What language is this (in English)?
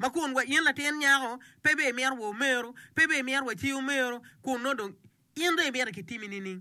Acoli